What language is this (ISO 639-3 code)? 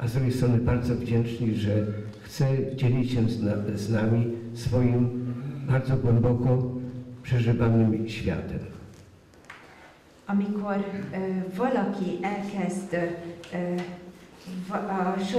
pol